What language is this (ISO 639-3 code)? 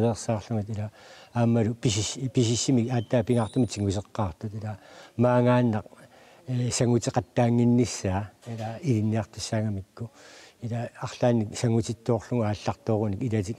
kal